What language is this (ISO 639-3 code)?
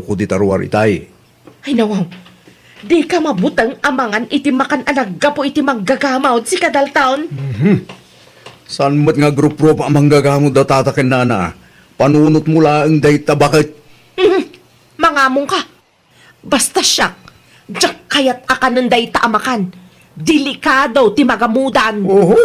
ilo